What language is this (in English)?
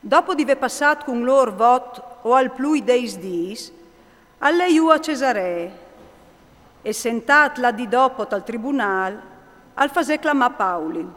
Friulian